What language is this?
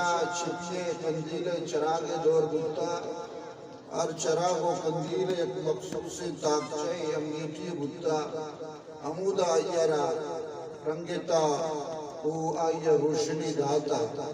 Eastern Balochi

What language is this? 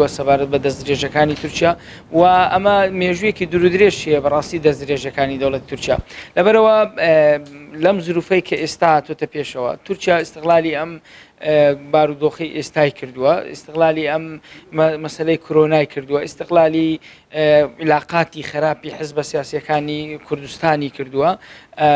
Central Kurdish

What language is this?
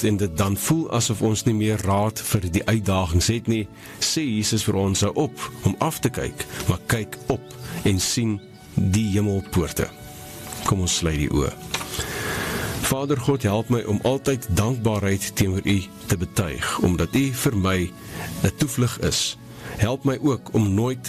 Afrikaans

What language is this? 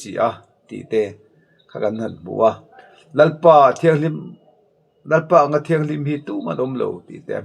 Mizo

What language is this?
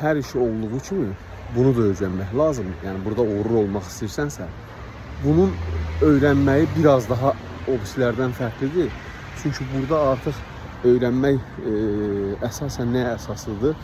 Azerbaijani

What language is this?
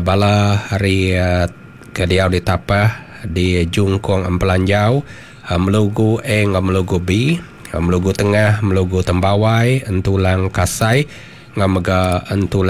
Iban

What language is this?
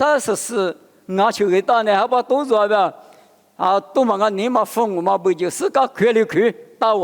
Lisu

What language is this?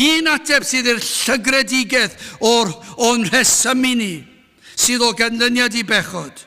Welsh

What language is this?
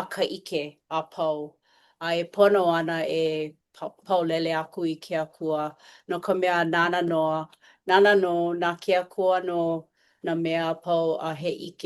Hawaiian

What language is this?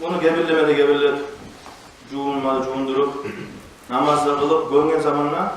Kumyk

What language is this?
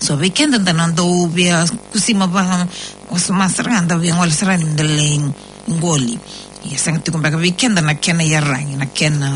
Fijian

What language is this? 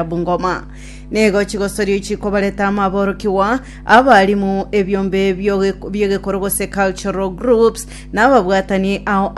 Gusii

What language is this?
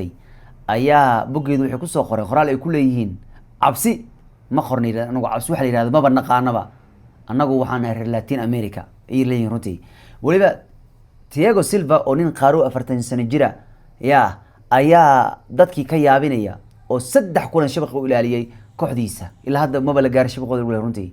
Somali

